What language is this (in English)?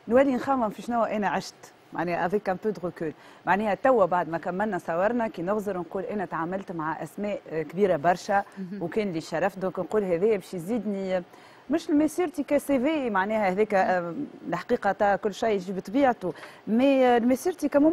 Tunisian Arabic